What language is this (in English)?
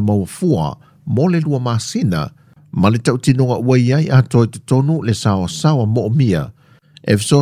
Samoan